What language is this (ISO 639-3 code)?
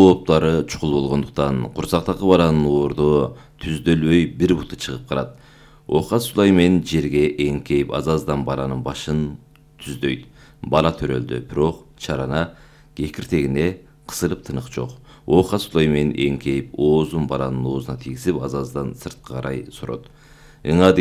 kir